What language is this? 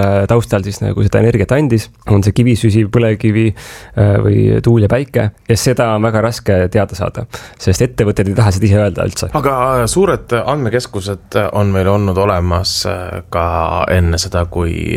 Estonian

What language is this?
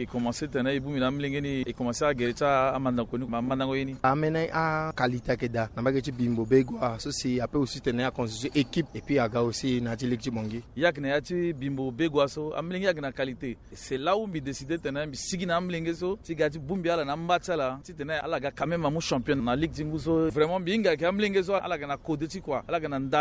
Sango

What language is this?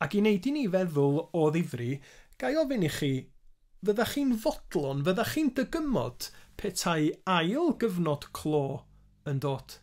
Welsh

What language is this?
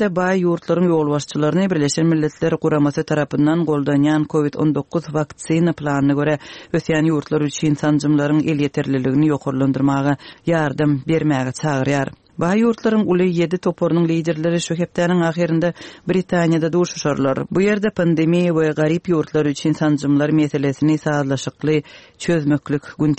Turkmen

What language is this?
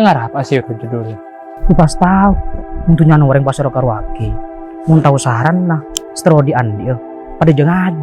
Madurese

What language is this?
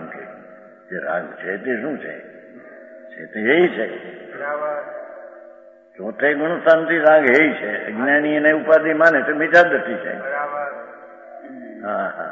Gujarati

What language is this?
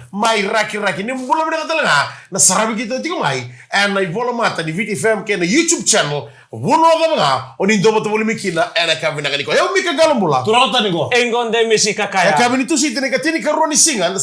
Fijian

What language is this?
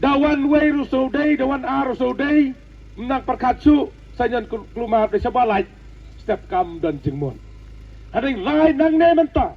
Khasi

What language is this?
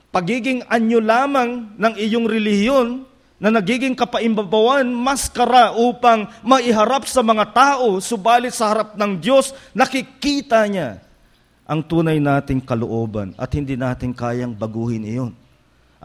Filipino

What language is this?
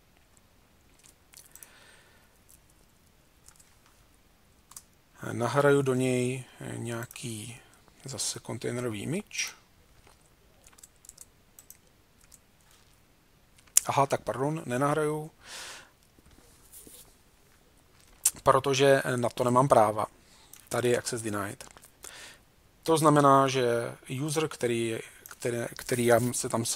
Czech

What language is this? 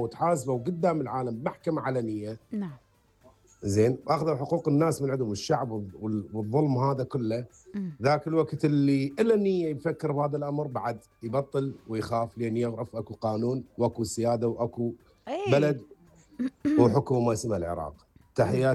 Mesopotamian Arabic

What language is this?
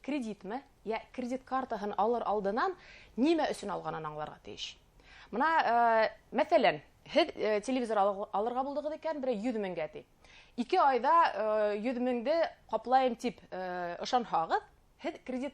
Bashkir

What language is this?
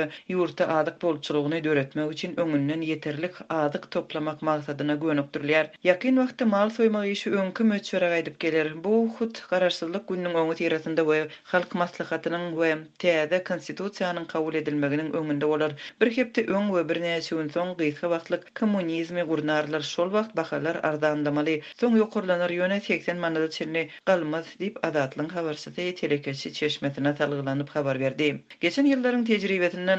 Turkmen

